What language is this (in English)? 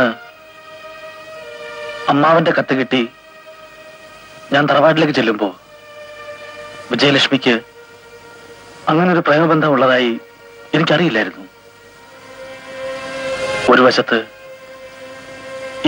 Malayalam